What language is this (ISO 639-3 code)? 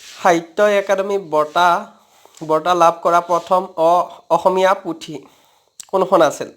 asm